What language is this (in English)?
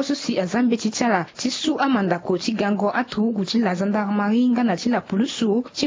Sango